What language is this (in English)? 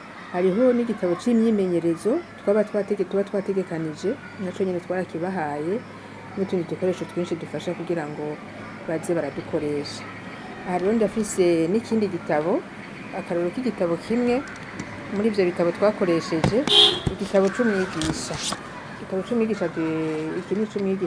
Rundi